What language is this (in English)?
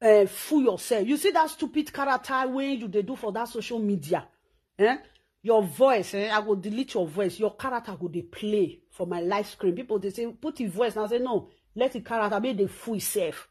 Nigerian Pidgin